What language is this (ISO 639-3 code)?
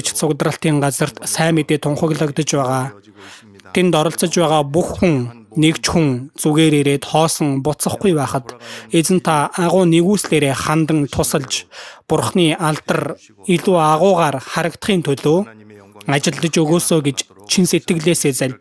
mon